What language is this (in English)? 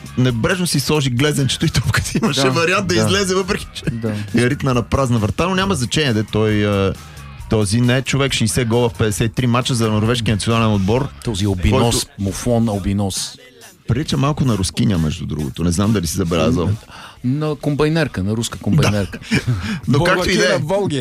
Bulgarian